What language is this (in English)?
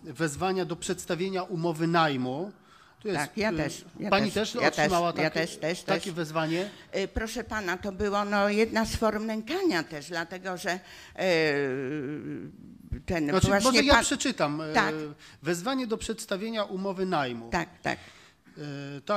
Polish